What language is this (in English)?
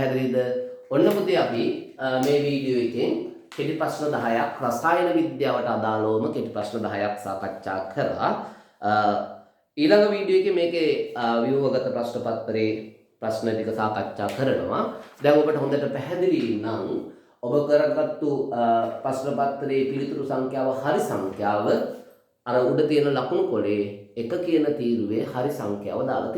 Sinhala